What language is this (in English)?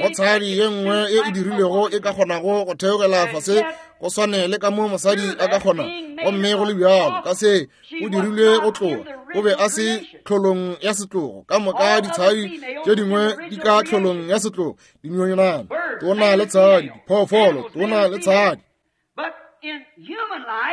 Northern Sotho